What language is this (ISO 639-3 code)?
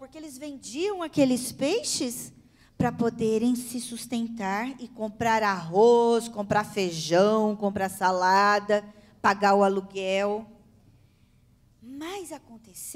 por